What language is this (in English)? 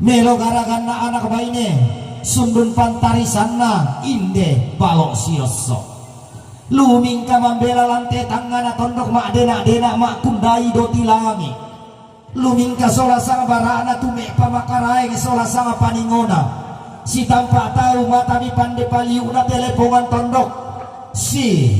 Toraja-Sa'dan